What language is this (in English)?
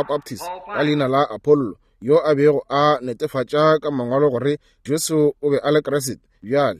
Northern Sotho